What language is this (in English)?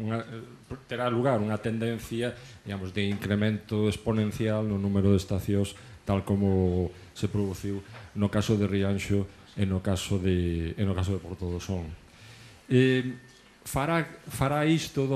Galician